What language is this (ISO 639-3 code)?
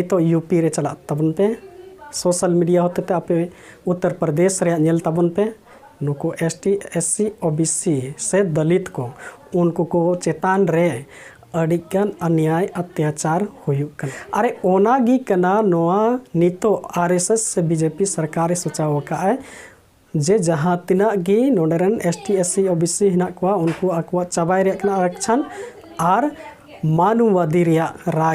sat